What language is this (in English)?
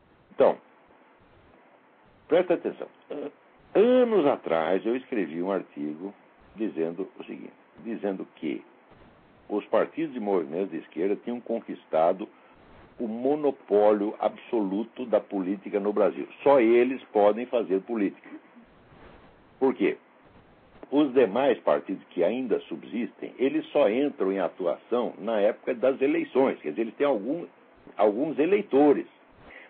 Portuguese